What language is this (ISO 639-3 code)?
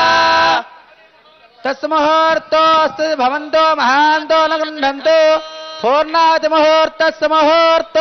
tel